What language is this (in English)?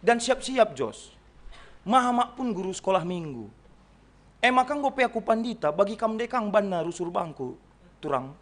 Batak Karo